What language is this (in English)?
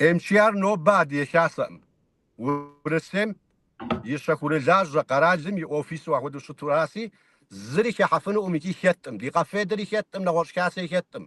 Kabardian